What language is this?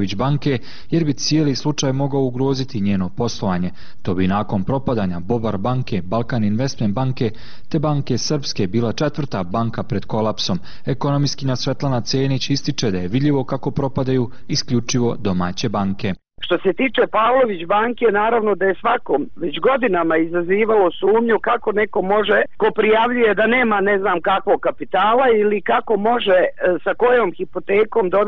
Bosnian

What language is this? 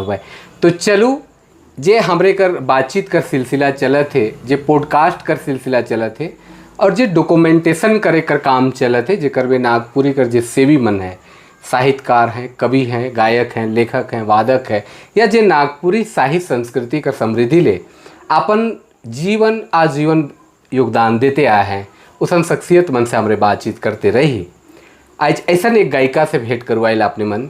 Sadri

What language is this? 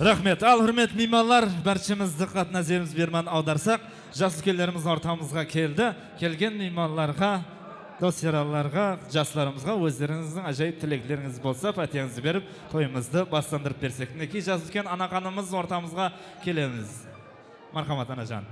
Kara-Kalpak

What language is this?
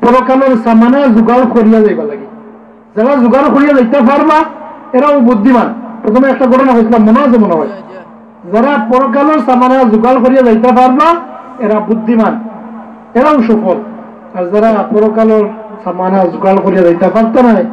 Sylheti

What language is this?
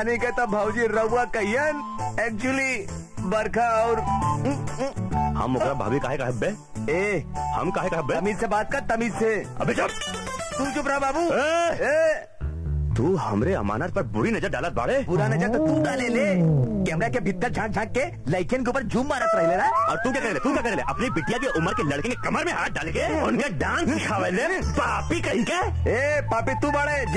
Bhojpuri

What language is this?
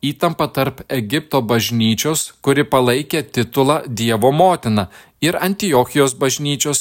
Lithuanian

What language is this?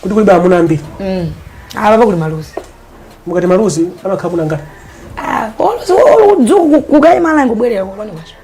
Nyanja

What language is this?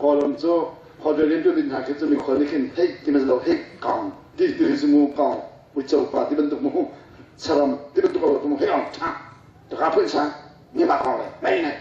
Hakha Chin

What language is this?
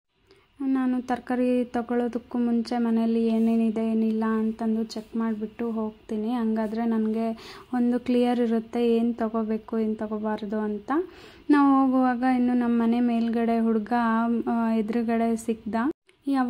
Kannada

